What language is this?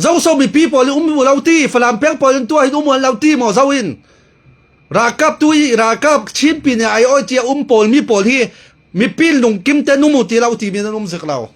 Falam Chin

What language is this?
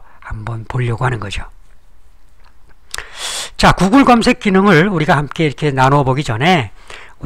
Korean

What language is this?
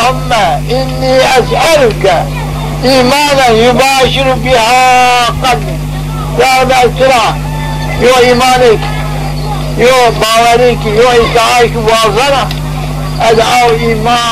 Zaza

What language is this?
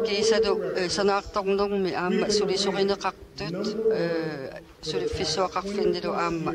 Kalaallisut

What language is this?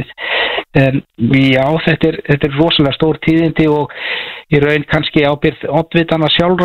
Icelandic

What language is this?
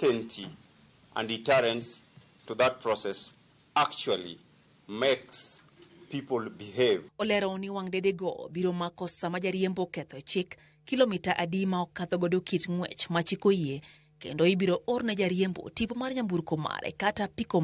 Luo (Kenya and Tanzania)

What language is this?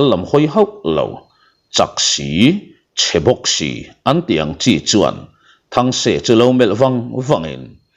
Mizo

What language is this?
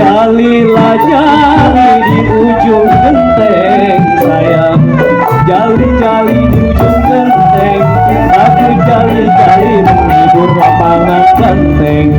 Betawi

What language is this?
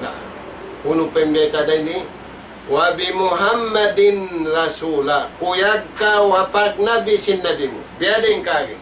Tausug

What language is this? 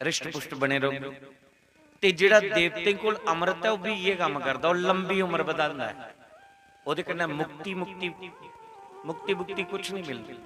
Dogri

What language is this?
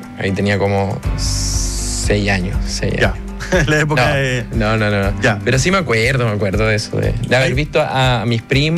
Spanish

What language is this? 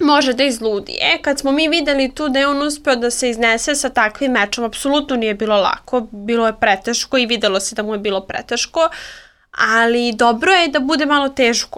Serbian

